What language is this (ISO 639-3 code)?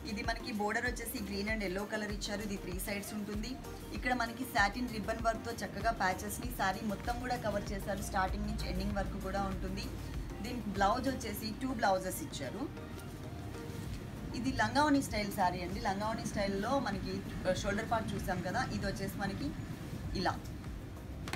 tel